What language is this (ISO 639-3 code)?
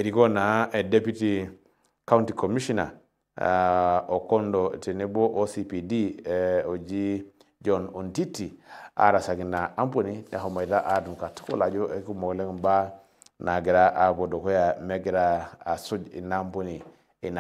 mas